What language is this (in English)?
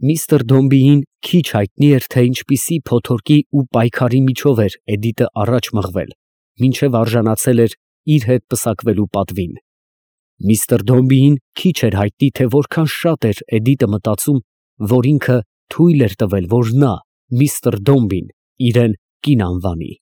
Armenian